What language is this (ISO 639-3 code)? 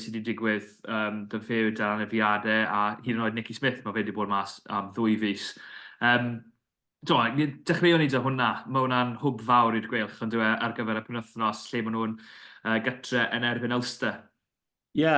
cym